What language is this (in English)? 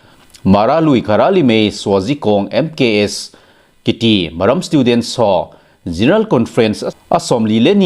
Thado Chin